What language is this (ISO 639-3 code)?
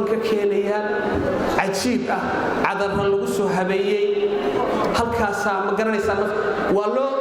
som